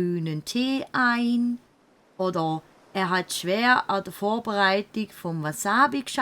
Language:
Swiss German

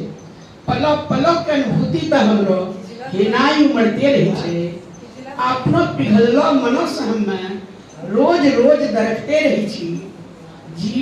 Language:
Angika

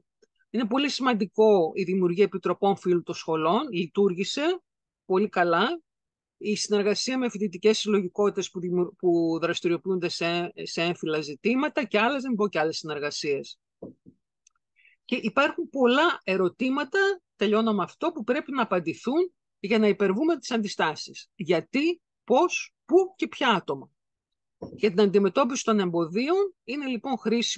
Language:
Greek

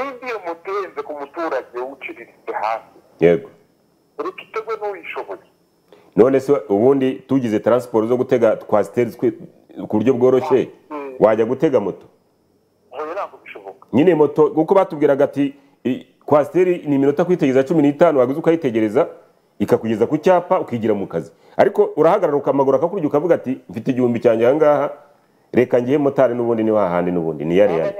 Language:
Kinyarwanda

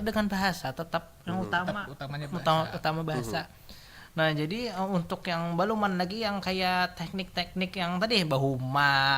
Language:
Banjar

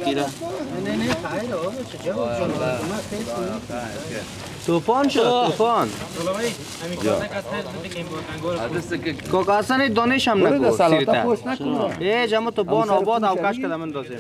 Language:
Persian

